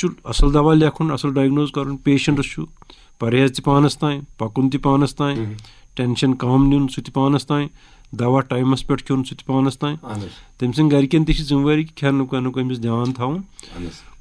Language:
Kashmiri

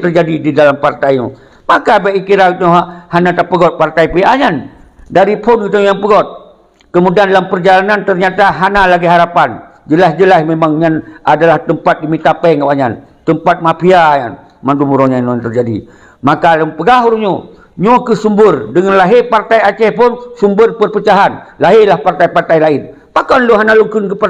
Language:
Achinese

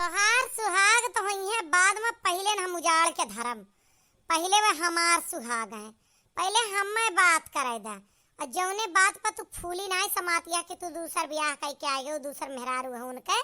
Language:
Awadhi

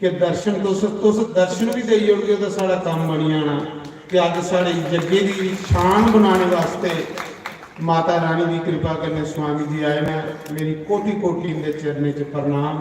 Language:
Dogri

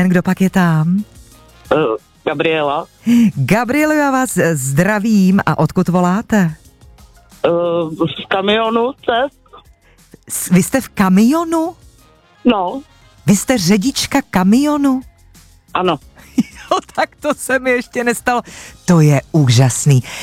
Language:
Czech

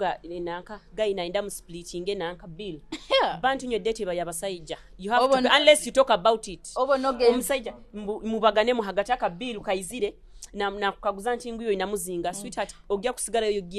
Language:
Nyoro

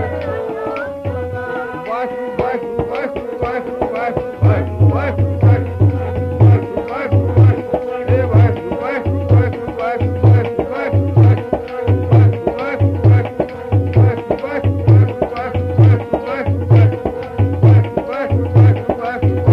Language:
Punjabi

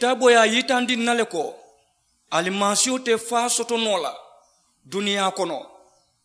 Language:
Mandingo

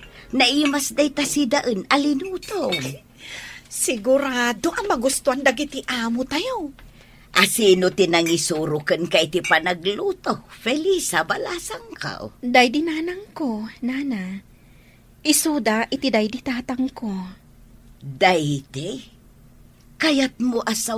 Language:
Iloko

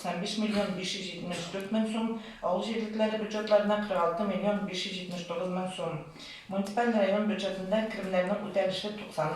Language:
Tatar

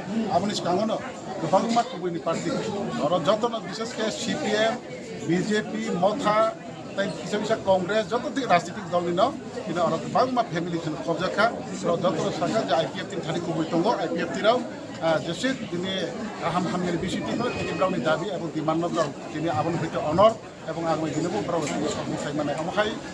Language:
Riang (India)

